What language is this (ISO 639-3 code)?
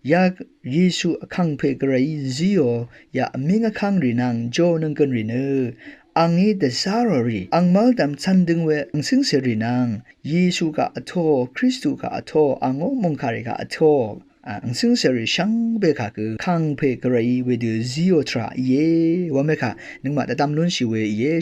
raw